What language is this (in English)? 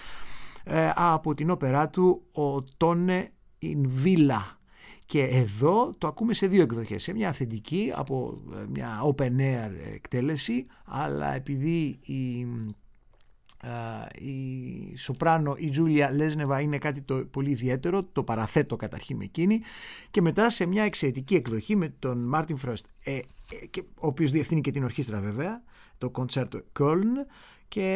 Greek